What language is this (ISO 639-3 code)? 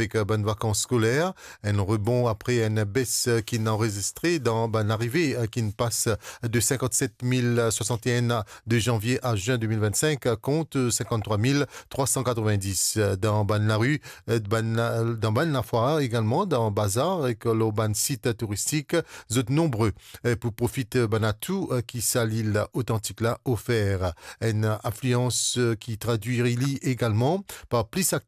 mfe